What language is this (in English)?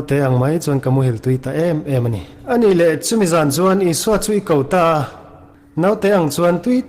Mizo